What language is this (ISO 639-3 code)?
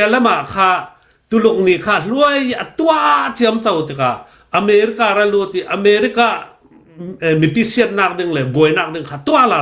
cnh